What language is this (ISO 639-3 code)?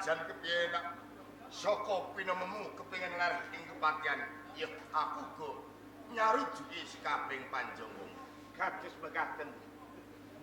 jav